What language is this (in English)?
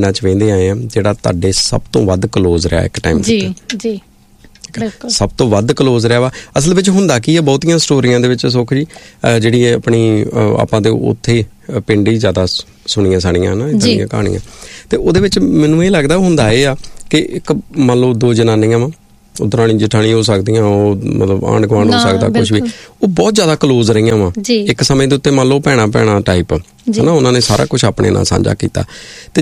Punjabi